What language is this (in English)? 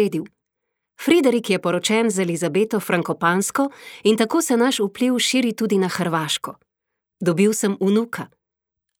Slovenian